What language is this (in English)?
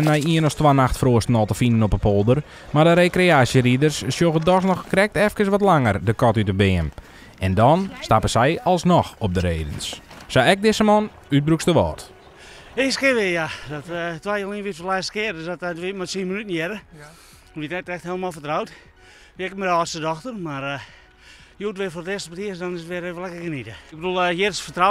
Western Frisian